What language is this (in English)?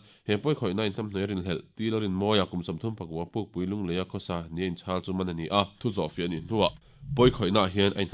Mizo